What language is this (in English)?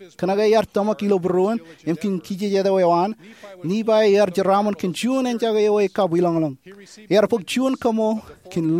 Marshallese